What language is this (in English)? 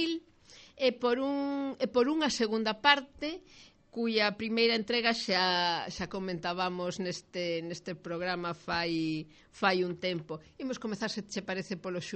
Galician